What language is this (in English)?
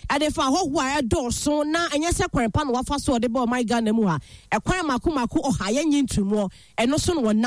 Akan